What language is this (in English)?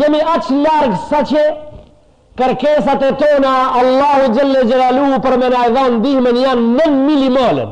Albanian